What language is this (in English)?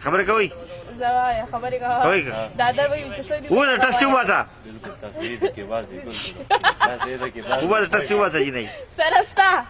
Pashto